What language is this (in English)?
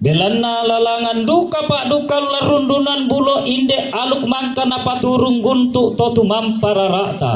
Toraja-Sa'dan